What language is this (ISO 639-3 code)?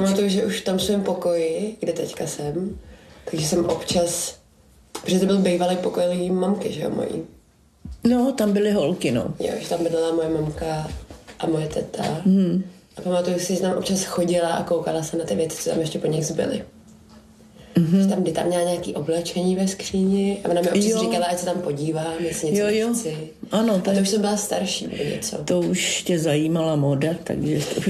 ces